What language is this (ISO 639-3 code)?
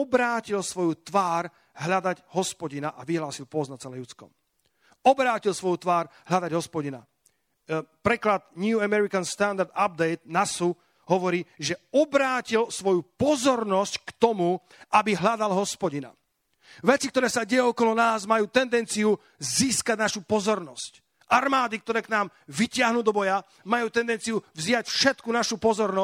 slk